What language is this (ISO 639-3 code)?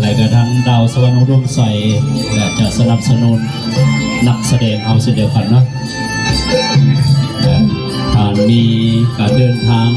lao